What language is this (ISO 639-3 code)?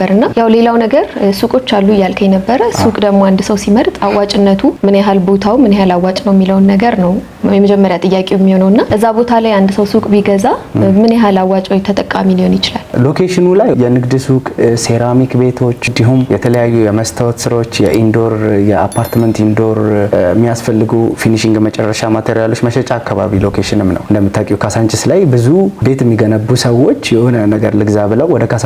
amh